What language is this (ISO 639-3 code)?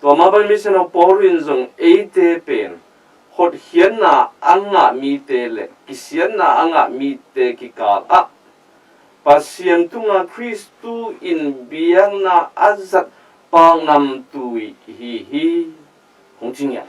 ctd